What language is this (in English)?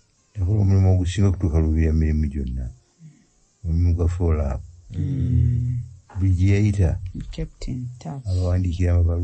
Ganda